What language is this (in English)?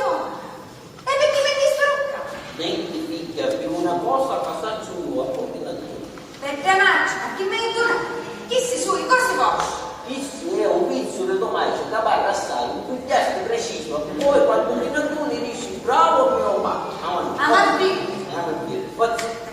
Sicilian